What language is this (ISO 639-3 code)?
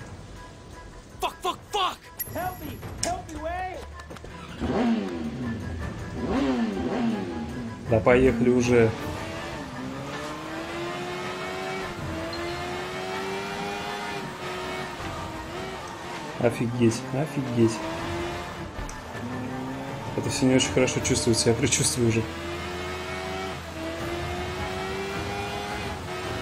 rus